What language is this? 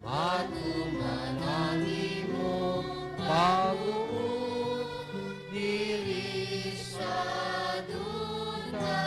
Hiligaynon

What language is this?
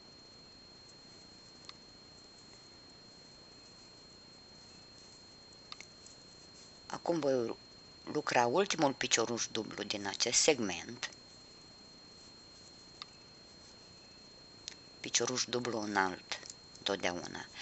Romanian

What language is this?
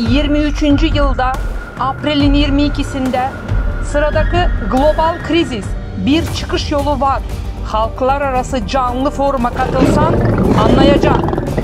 Gagauz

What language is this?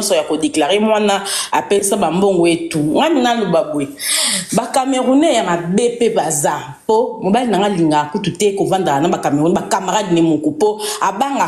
Lingala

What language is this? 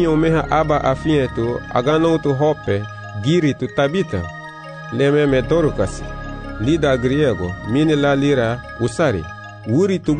Garifuna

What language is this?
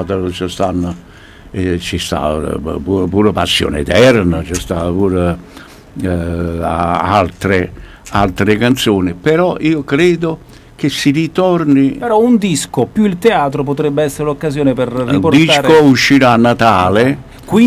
Italian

